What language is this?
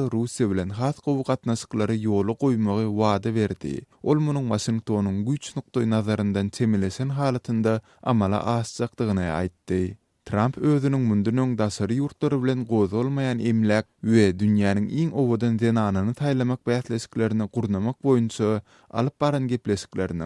Turkmen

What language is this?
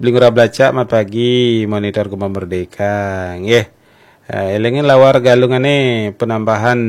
Balinese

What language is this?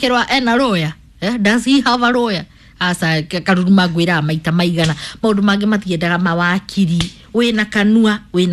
Kikuyu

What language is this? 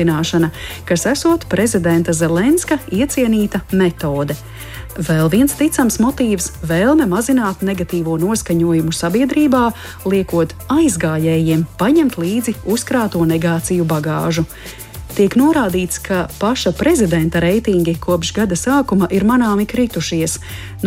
Latvian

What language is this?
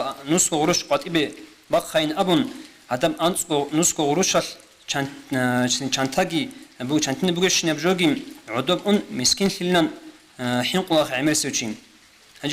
Avaric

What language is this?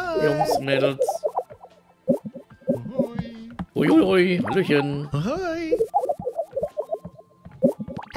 German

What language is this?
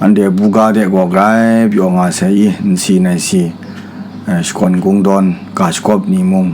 Kachin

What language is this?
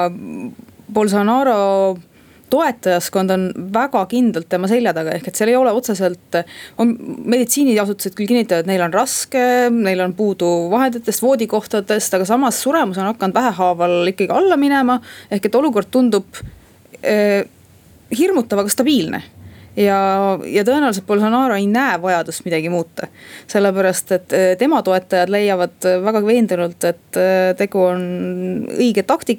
Estonian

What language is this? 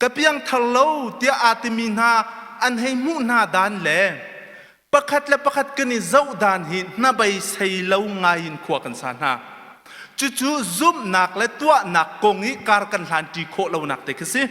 Hakha Chin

